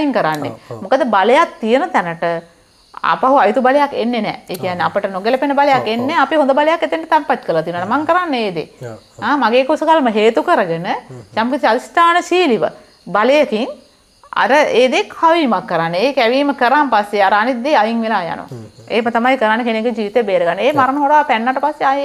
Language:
Sinhala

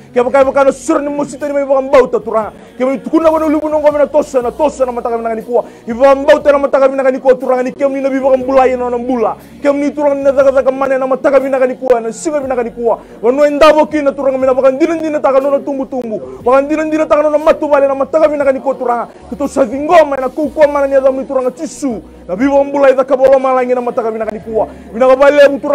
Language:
Fijian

